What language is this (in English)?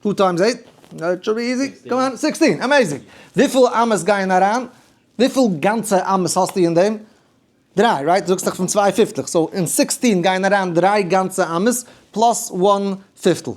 Yiddish